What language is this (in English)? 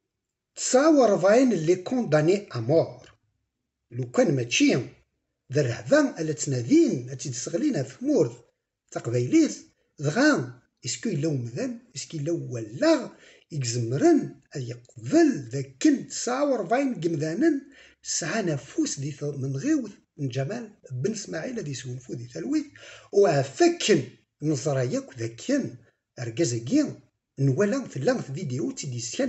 Kabyle